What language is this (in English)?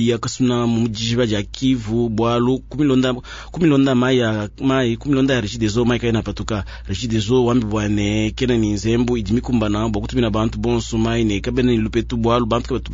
Luba-Lulua